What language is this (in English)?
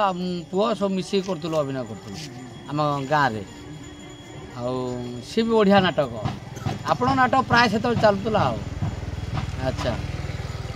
Odia